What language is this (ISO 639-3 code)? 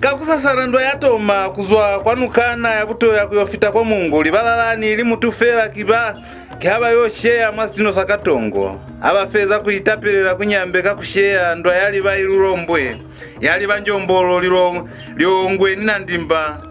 loz